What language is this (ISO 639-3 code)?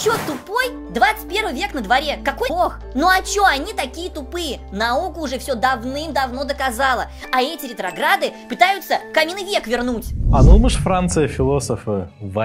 gag